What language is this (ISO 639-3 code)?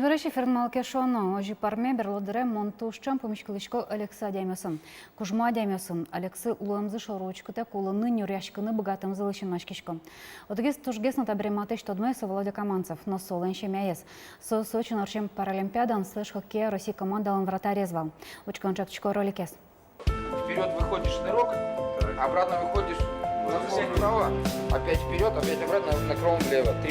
udm